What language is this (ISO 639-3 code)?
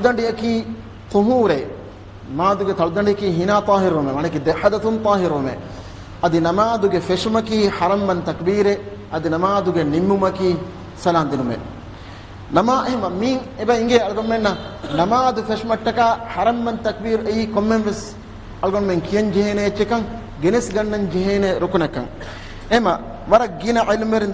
div